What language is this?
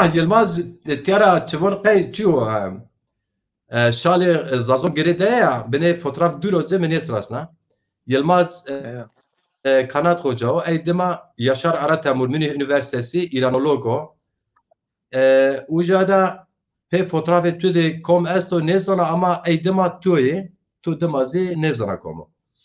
Zaza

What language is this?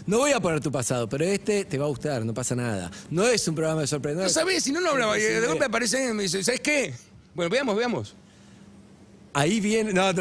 Spanish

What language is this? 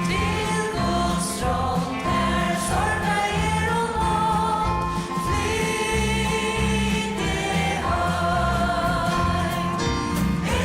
Faroese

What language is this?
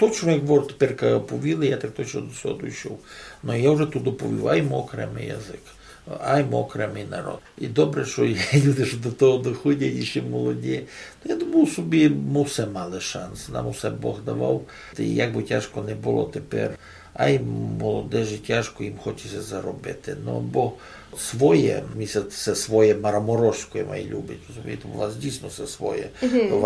Rusyn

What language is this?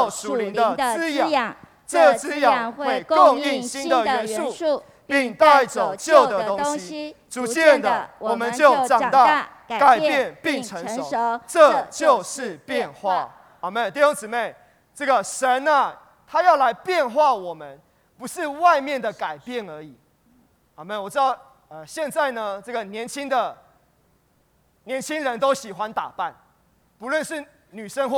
Chinese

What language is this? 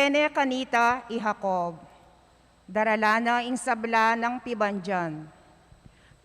Pampanga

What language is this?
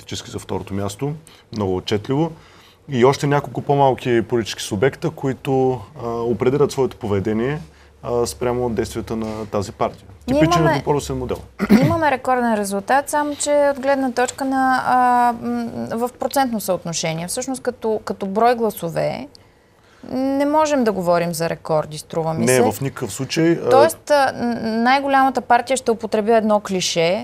Bulgarian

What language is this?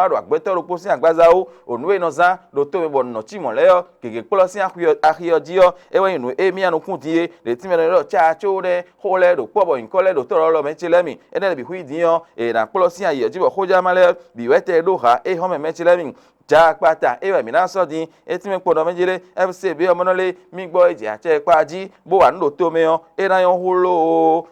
Fon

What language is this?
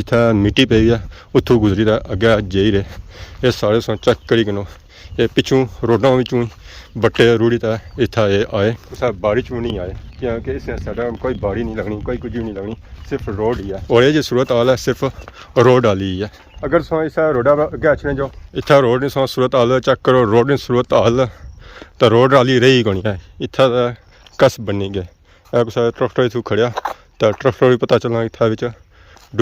Pahari-Potwari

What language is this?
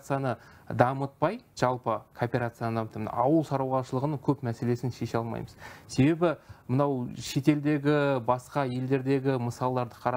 Kazakh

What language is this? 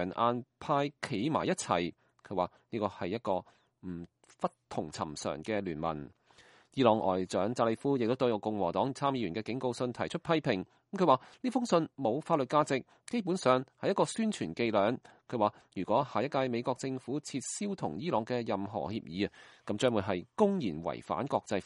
Cantonese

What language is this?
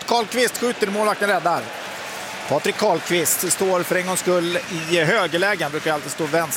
Swedish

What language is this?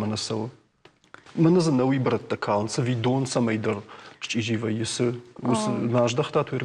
Ossetic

